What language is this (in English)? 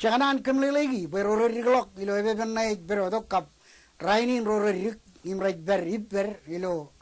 Marshallese